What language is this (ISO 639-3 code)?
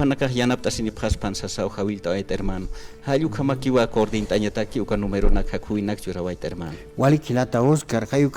aym